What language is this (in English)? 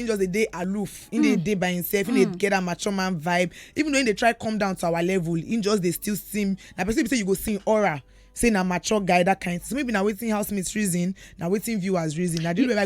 Nigerian Pidgin